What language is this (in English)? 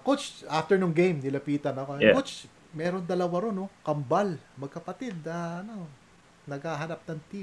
Filipino